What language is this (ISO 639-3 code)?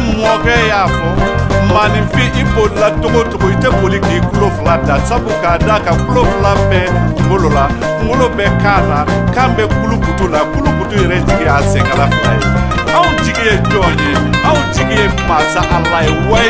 bam